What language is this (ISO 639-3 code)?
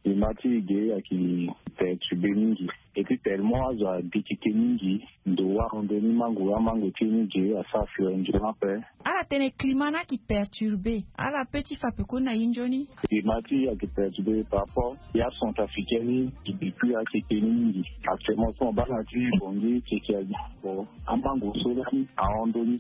sag